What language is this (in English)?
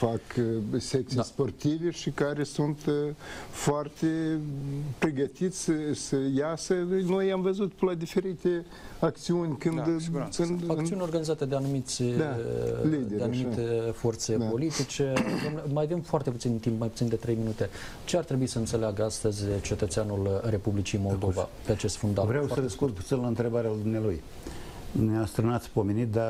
Romanian